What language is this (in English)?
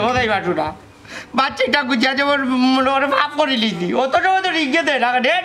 Sylheti